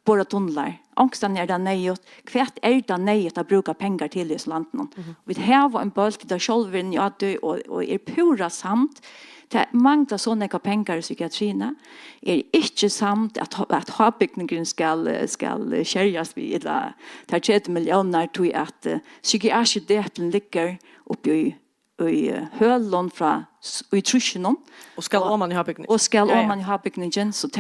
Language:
Faroese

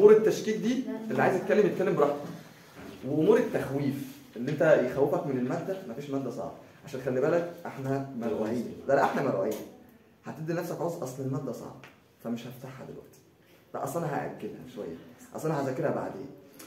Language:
Egyptian Arabic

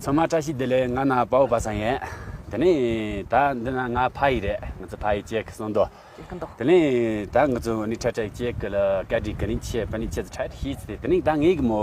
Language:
Tibetan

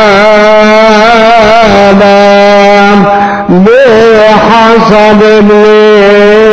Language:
Arabic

